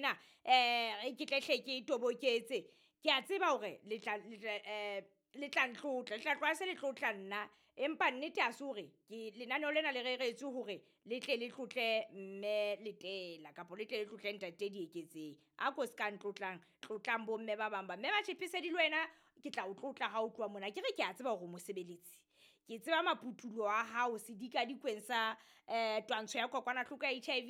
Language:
Southern Sotho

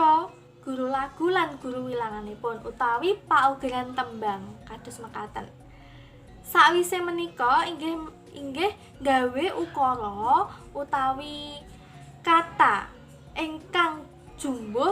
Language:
Javanese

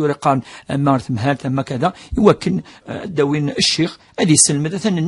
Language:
Kabyle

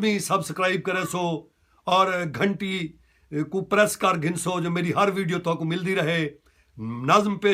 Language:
Saraiki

